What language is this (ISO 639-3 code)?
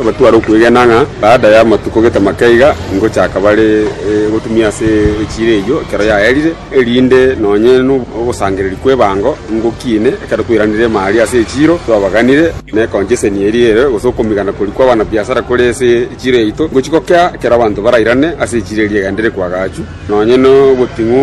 guz